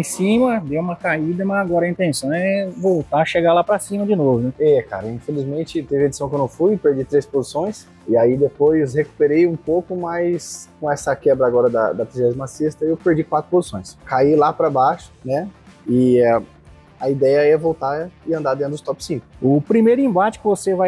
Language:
Portuguese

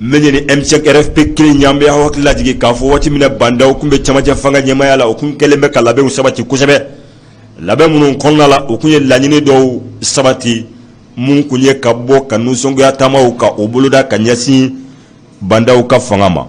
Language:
Bambara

